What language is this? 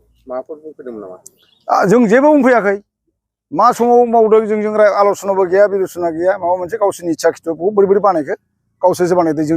Bodo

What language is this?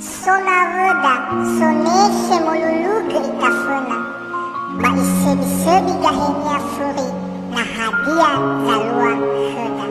Nias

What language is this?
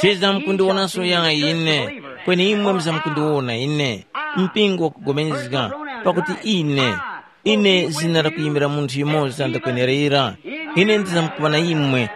Tumbuka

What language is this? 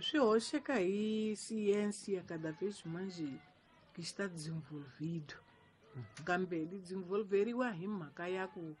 Tsonga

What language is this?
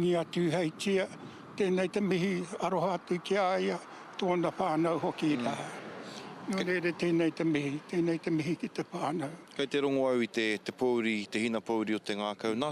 Māori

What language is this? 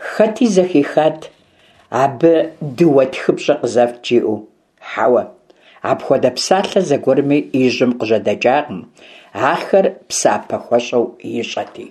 Kabardian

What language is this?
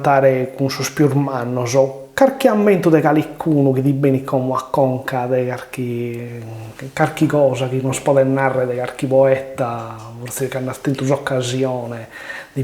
Sardinian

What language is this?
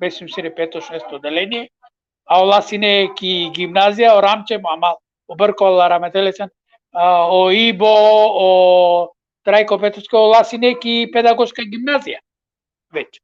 Balkan Romani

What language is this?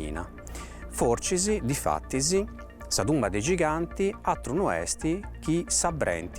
Sardinian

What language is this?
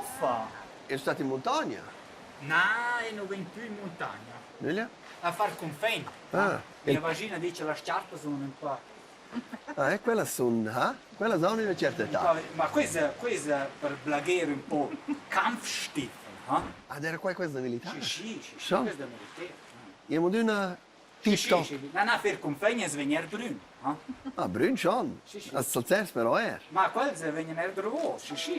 Romansh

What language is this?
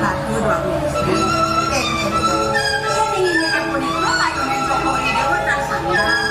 Balinese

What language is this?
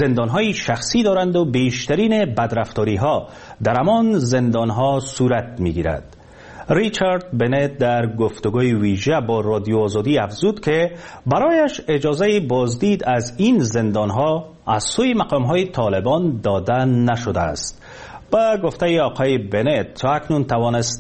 Persian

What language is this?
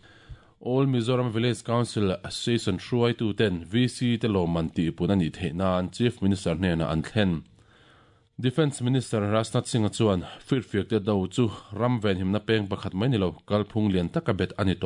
Mizo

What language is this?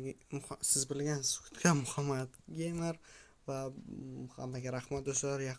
Uzbek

